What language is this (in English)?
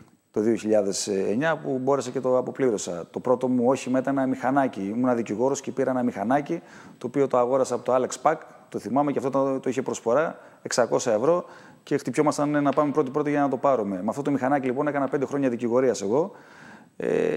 Greek